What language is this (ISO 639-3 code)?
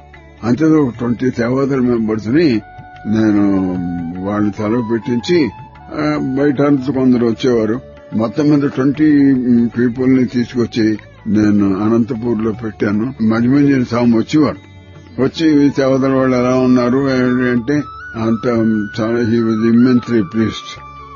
tel